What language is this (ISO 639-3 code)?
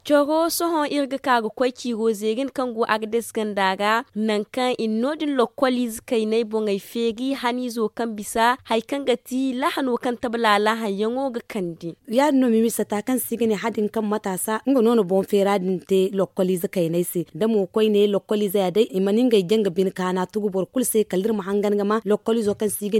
dje